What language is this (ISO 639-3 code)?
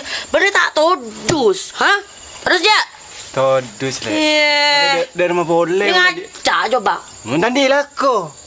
mad